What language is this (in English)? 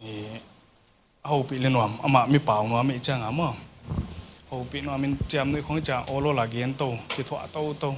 Paite Chin